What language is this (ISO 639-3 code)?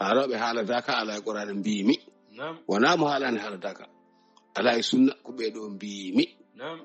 ful